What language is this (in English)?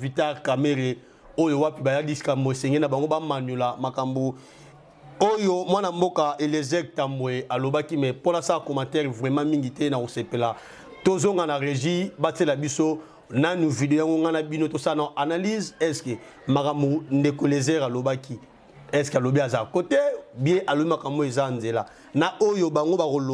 Lingala